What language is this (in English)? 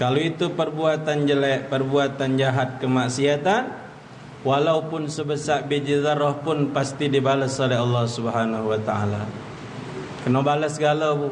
Musi